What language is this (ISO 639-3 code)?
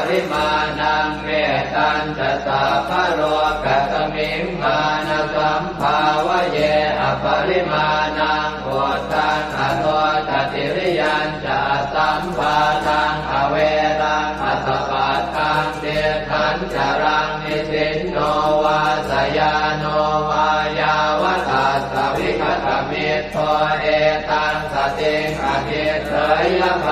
pli